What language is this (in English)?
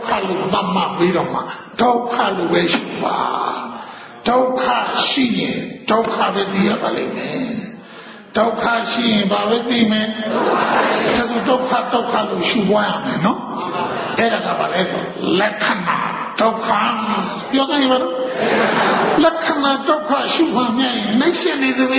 Burmese